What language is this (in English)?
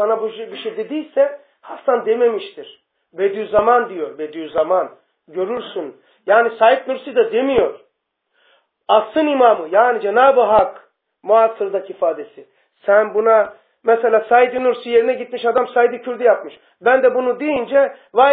Turkish